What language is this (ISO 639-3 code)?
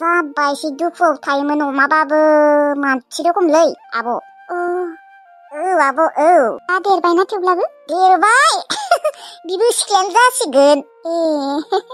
brx